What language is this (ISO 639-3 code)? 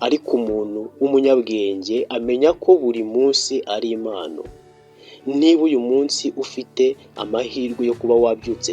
kin